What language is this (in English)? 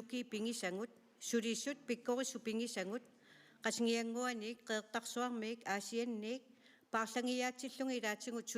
Kalaallisut